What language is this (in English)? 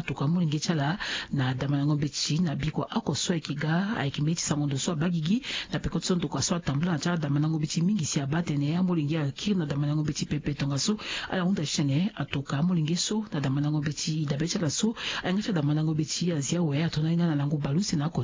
Sango